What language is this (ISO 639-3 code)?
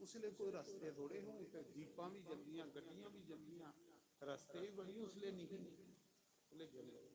doi